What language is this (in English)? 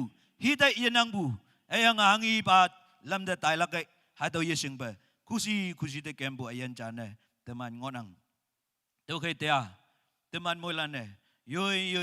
Naga Pidgin